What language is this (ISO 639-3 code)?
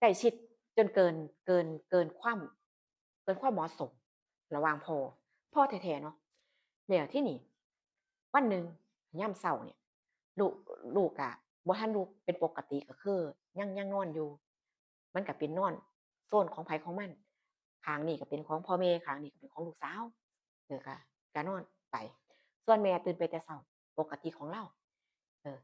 tts